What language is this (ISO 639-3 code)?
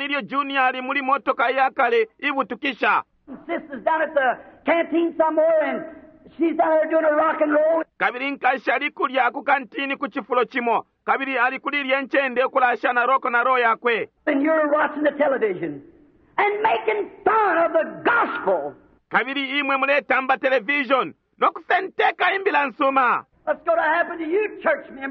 bem